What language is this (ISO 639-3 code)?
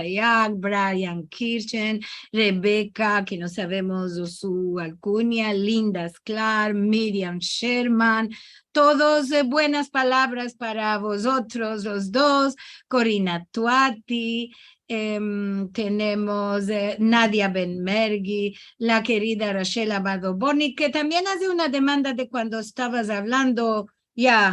lad